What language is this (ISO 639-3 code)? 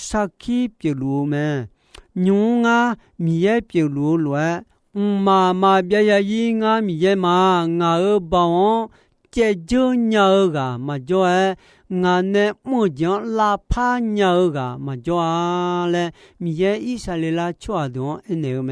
ahk